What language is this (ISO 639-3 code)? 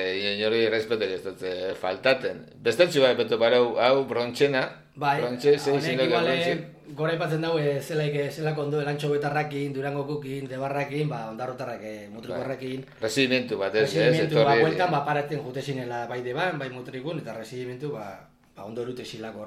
eus